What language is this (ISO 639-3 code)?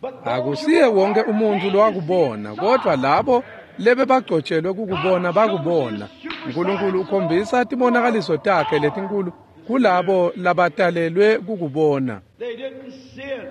ssw